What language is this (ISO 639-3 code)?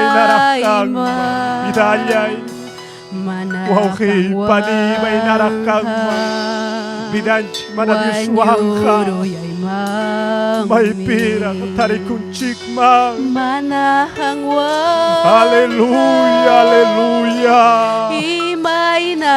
quy